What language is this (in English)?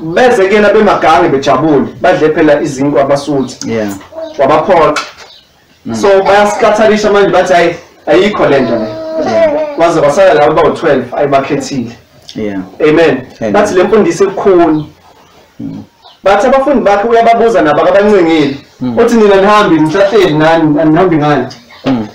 Zulu